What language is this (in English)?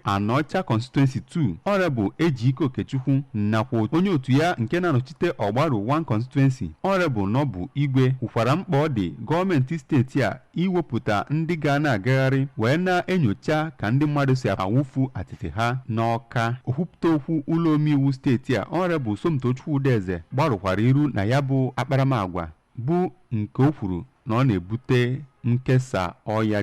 Igbo